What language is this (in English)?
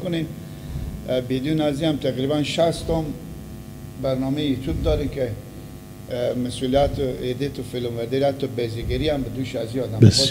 Persian